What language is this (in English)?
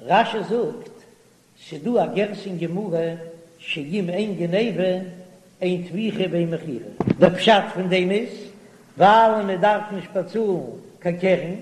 Yiddish